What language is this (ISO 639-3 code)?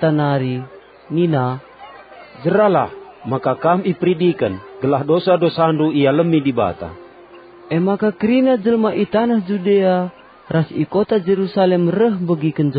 btx